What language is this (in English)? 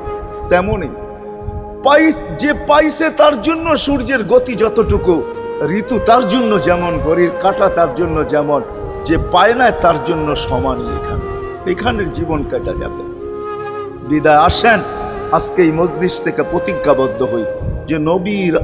Bangla